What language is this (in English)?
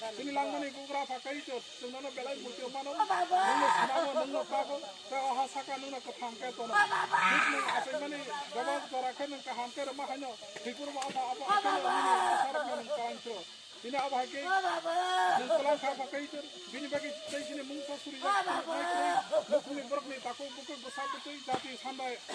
Kok Borok